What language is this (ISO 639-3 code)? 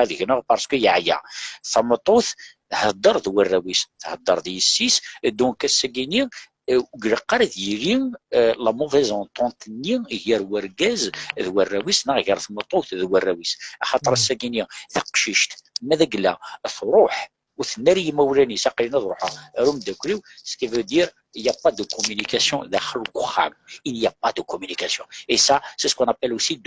kab